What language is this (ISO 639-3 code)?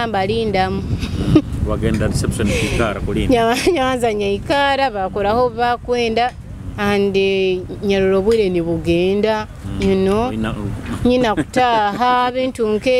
nyo